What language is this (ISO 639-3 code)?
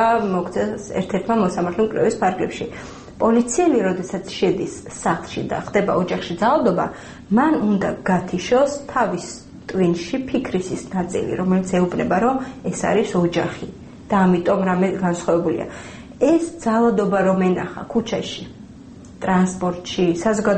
kat